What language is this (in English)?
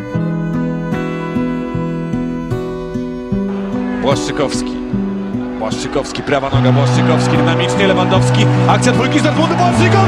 Polish